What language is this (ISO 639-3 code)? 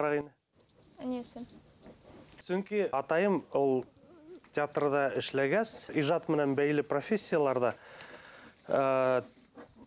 bak